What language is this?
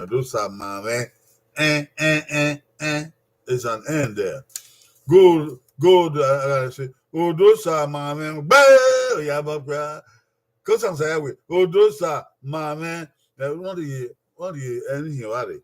Bini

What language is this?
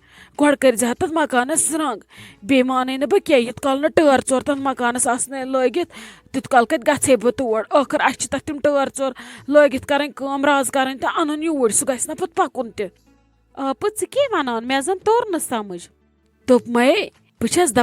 Kashmiri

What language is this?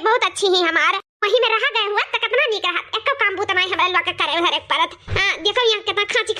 Awadhi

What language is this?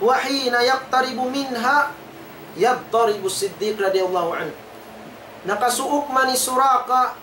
Tausug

